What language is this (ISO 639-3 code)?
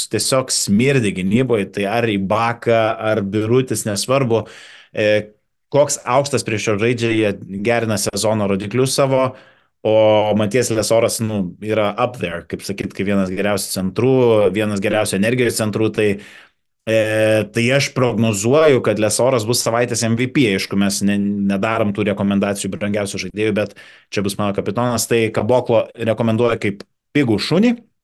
lit